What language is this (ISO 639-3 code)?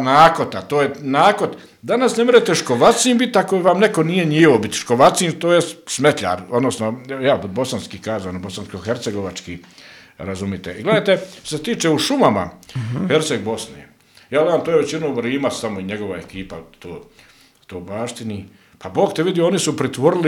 bos